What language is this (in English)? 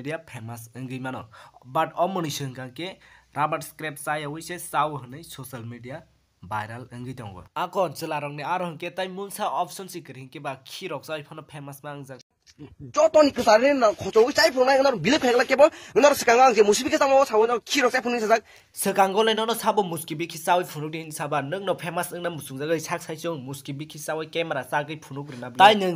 Kok Borok